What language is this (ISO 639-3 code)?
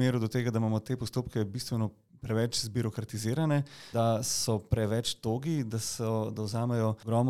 slv